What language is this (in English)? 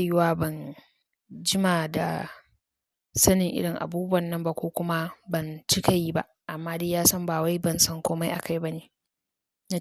Hausa